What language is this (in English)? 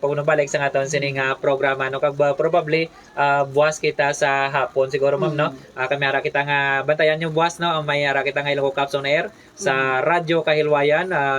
Hiligaynon